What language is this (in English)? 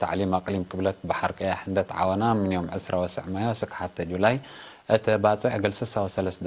Tigre